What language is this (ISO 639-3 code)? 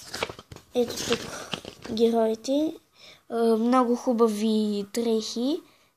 bul